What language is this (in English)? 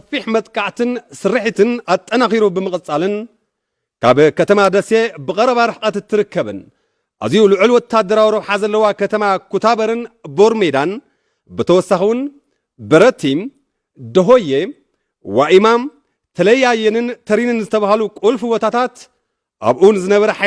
Tigrinya